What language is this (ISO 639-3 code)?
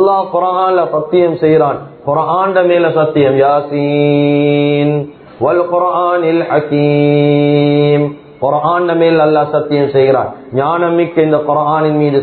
tam